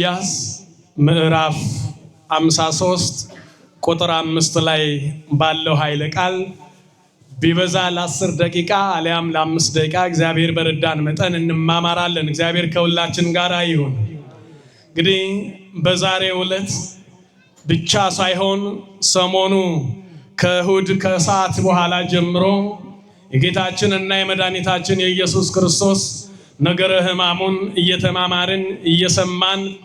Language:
Amharic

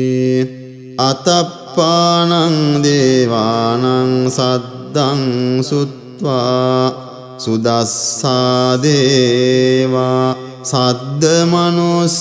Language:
Pali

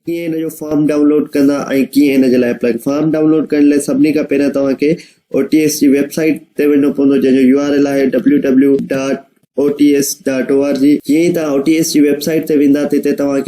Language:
Sindhi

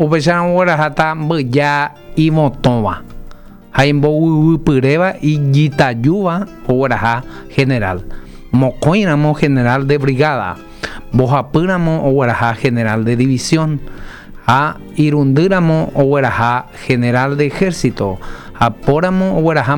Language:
Guarani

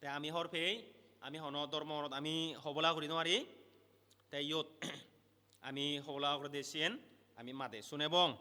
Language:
Chakma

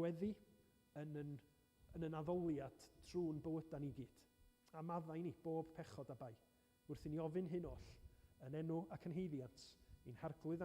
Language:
Welsh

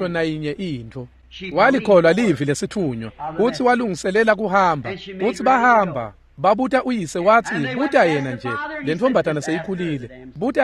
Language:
Swati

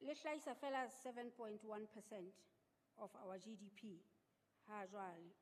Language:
Southern Sotho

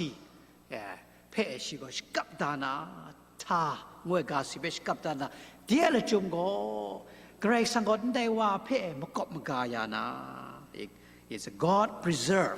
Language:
Kachin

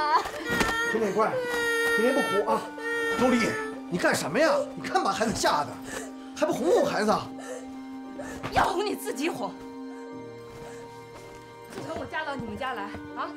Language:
Chinese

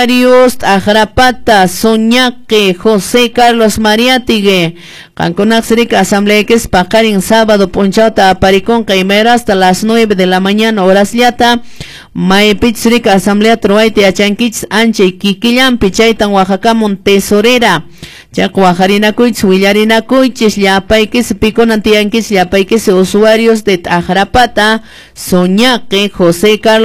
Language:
Quechua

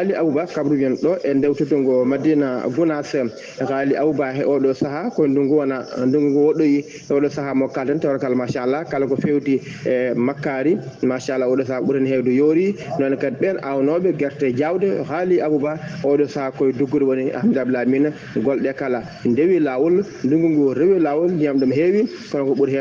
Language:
Fula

